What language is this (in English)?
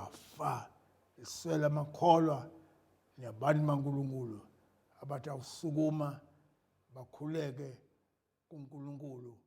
Zulu